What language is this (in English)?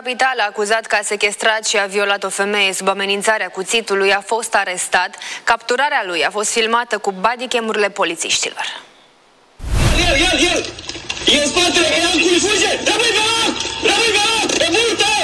Romanian